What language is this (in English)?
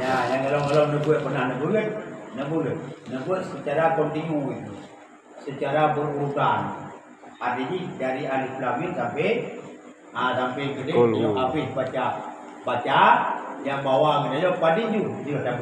Achinese